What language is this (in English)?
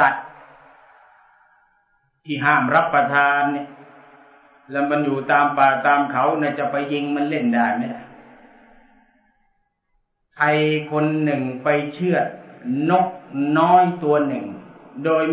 Thai